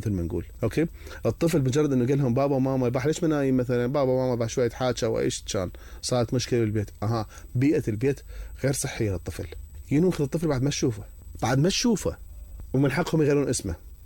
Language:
Mesopotamian Arabic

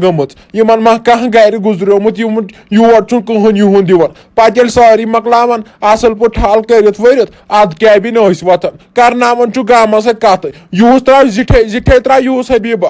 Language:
Kashmiri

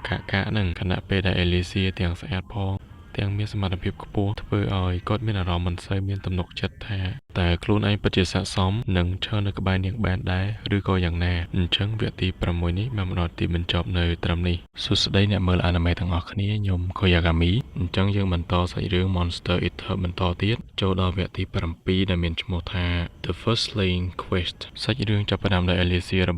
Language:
Khmer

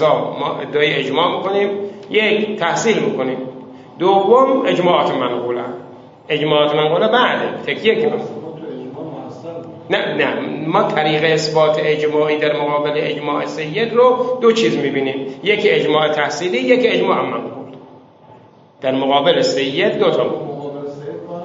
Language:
Persian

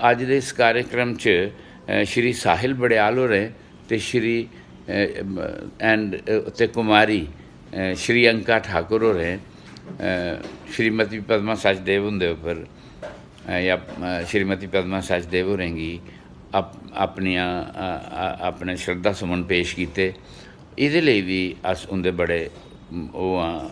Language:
Dogri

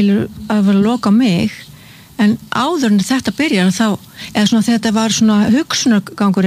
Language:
Icelandic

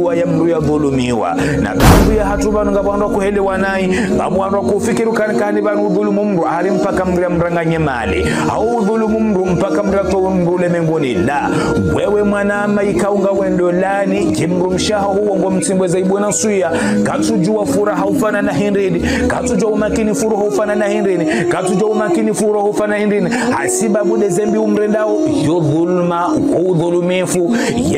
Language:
Ngazidja Comorian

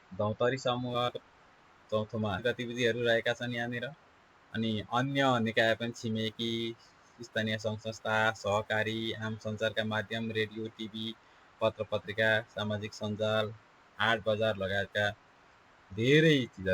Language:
Nepali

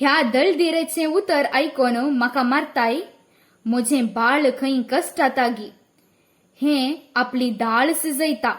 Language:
Konkani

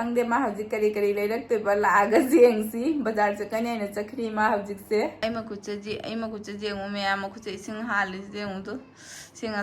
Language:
Manipuri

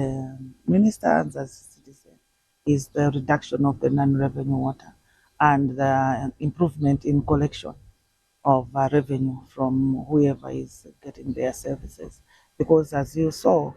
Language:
English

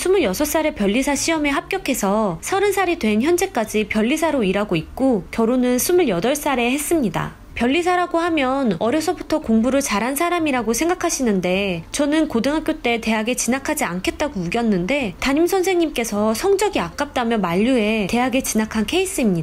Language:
Korean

